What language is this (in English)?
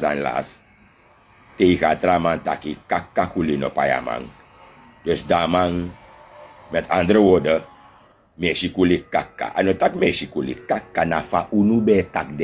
Sranan Tongo